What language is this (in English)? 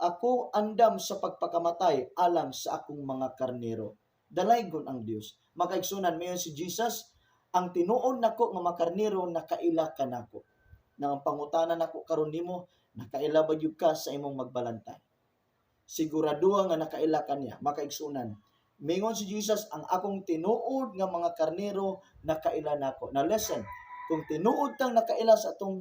Cebuano